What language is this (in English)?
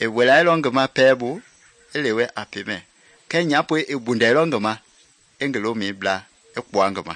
Mende